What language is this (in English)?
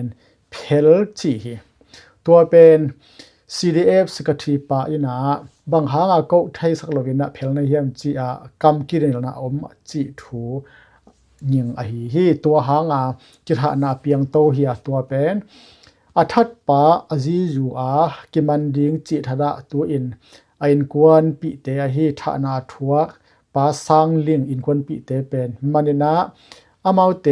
Tedim Chin